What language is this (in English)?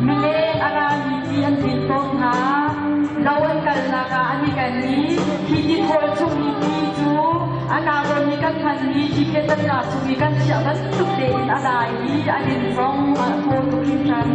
Hakha Chin